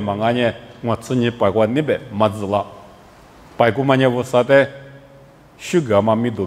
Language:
Lisu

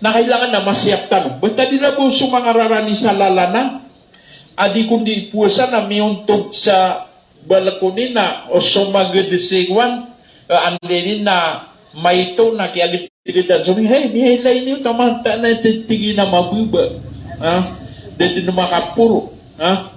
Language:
Maranao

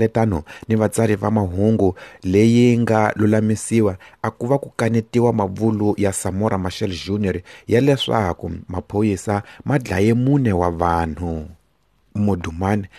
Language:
Tsonga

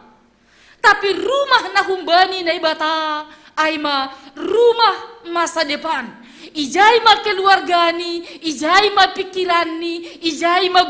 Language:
Batak Simalungun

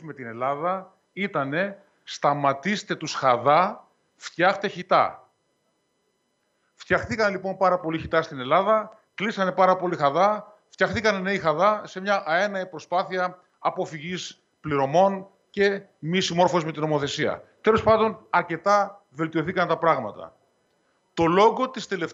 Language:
Greek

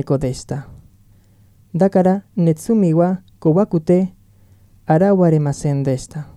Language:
Japanese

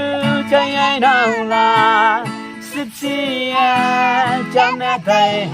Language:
Naga Pidgin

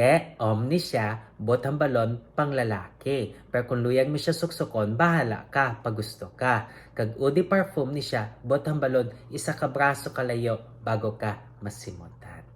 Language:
Hiligaynon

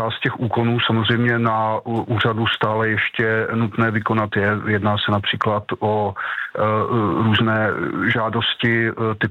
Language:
Czech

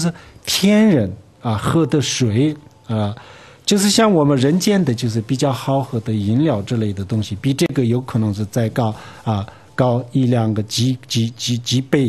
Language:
Chinese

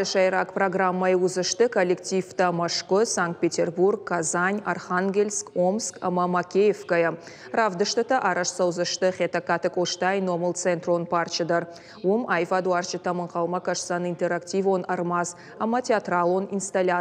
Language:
Ossetic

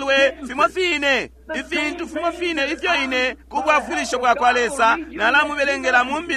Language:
Bemba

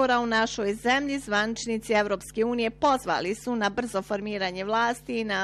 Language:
Bosnian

